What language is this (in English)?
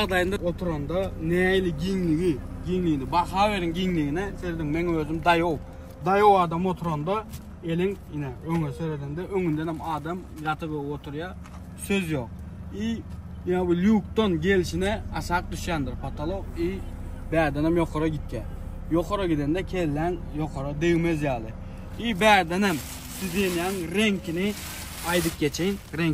Turkmen